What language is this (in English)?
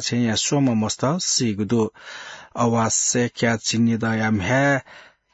Newari